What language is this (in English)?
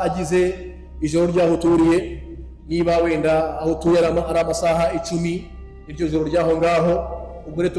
Kinyarwanda